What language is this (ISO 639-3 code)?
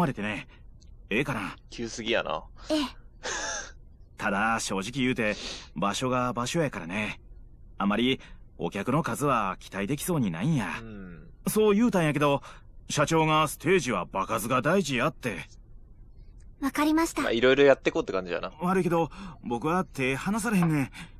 jpn